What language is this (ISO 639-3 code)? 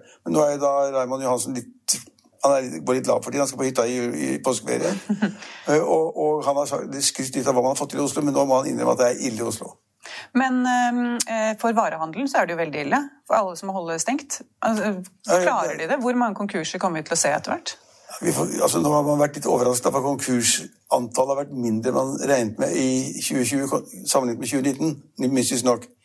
nor